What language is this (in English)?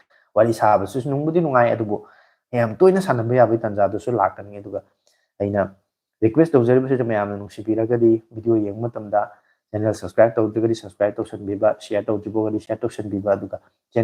Manipuri